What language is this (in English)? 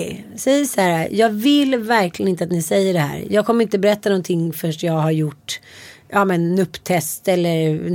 Swedish